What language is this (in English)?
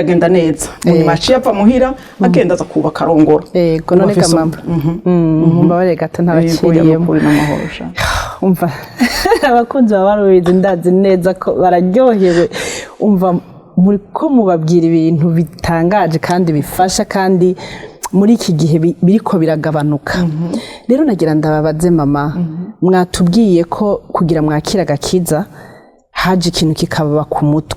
Rundi